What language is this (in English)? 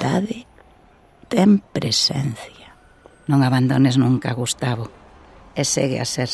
Galician